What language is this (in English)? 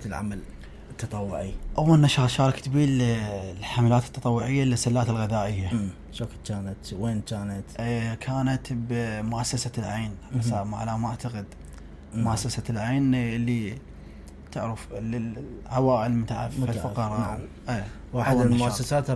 Mesopotamian Arabic